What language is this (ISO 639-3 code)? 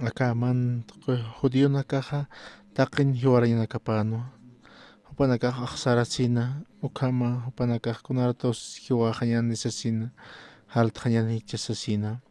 aym